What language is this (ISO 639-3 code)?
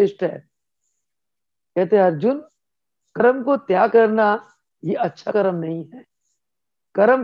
hin